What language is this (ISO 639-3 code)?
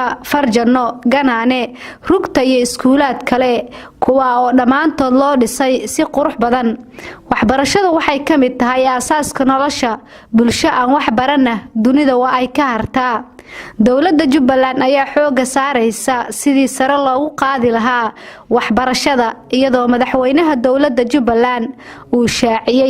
som